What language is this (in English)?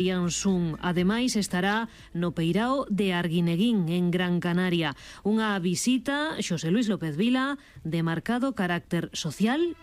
Galician